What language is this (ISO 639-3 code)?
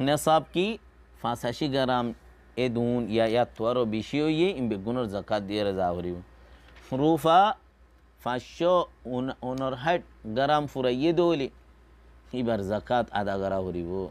rhg